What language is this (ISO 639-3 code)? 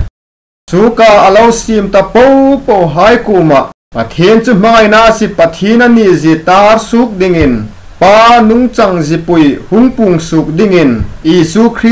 hmr